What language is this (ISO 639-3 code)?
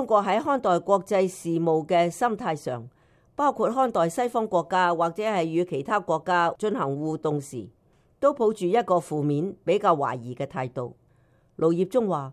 yue